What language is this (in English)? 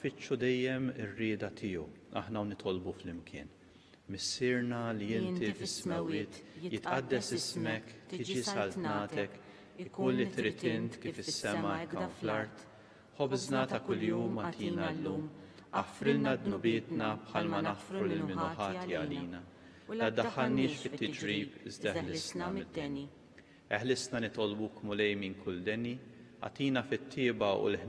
Maltese